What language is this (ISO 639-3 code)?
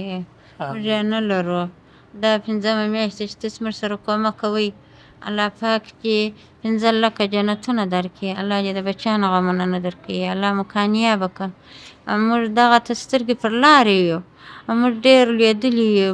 pus